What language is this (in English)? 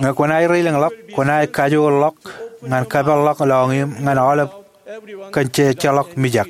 Marshallese